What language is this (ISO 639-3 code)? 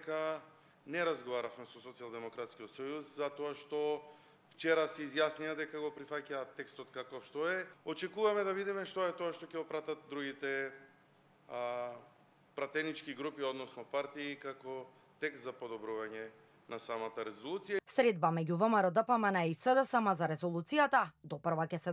mkd